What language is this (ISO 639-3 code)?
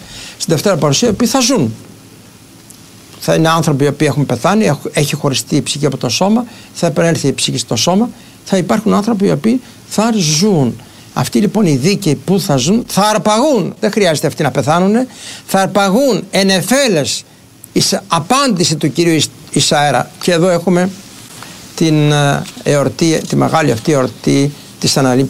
ell